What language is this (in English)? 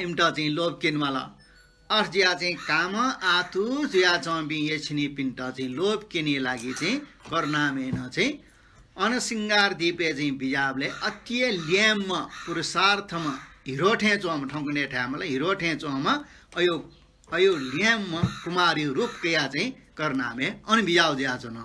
Newari